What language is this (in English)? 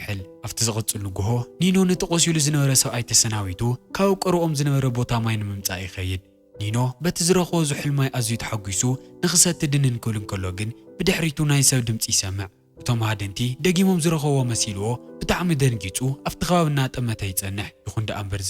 Tigrinya